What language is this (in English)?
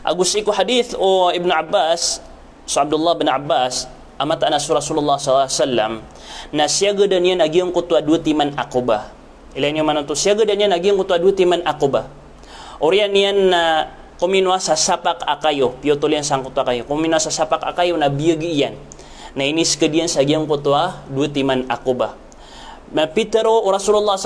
Maranao